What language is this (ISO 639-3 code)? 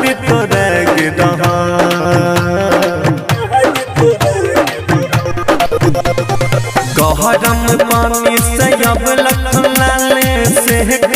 bho